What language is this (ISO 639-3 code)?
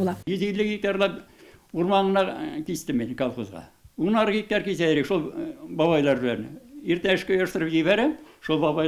tat